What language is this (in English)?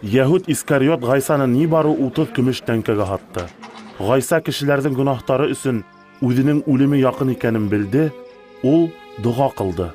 Bashkir